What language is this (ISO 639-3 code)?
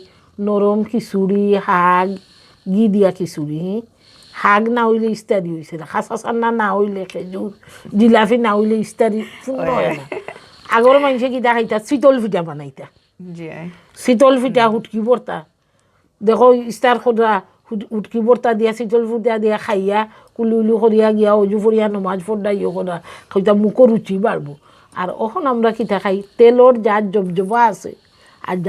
syl